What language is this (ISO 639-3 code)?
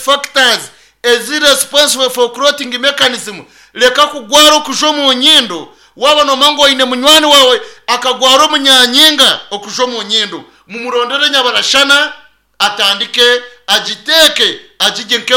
nyn